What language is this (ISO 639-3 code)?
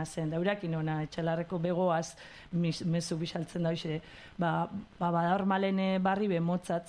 eus